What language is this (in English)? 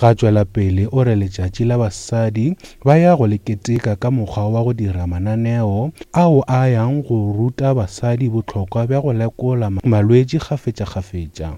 Northern Sotho